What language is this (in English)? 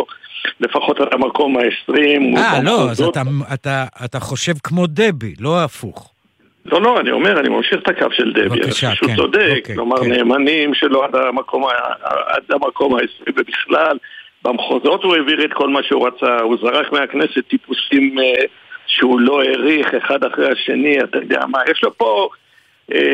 Hebrew